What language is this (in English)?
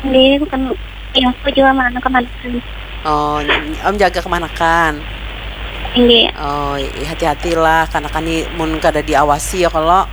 Banjar